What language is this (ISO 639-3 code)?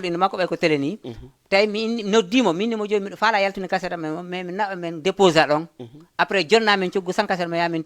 ful